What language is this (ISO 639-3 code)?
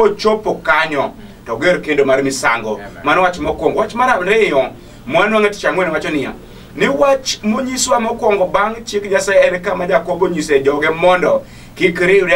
luo